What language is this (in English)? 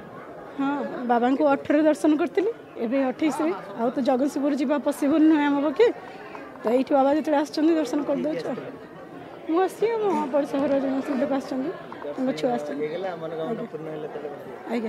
Odia